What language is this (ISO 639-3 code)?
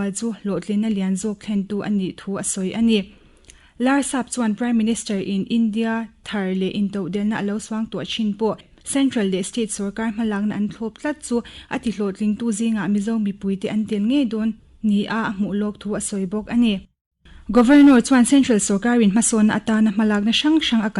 lus